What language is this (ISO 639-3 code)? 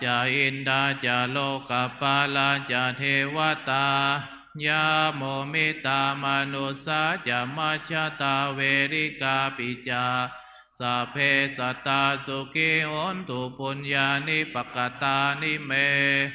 pli